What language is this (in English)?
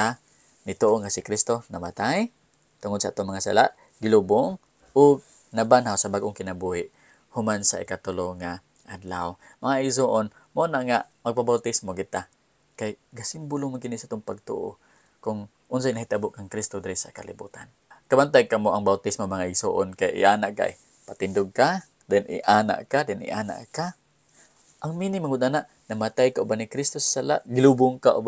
Cebuano